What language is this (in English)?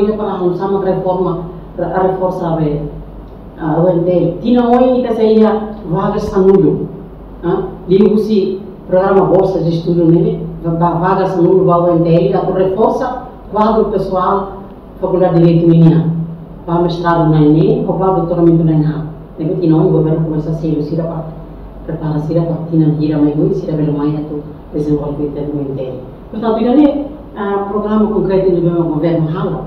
Tetum